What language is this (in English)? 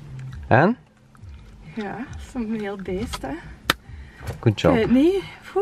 Dutch